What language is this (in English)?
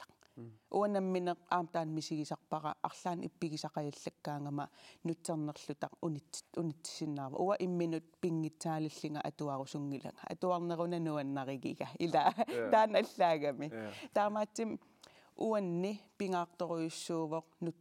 Kalaallisut